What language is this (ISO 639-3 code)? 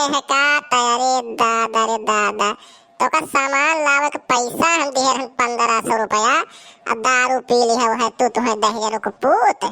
awa